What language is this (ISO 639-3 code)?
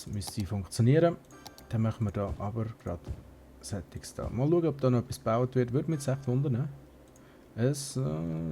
gsw